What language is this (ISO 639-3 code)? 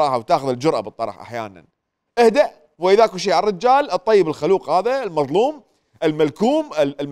acm